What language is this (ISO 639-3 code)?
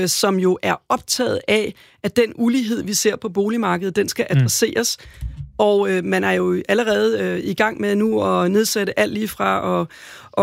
dan